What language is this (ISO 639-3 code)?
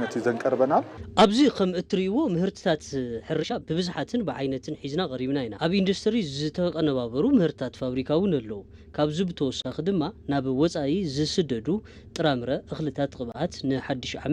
tir